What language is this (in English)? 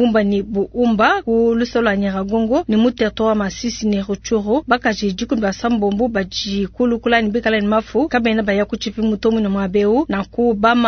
Luba-Lulua